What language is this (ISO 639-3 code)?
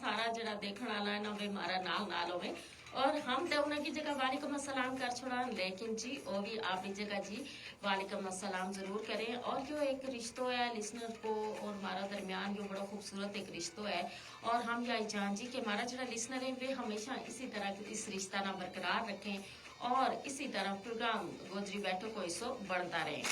gju